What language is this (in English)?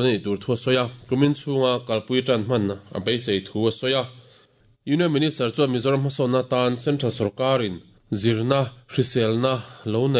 Mizo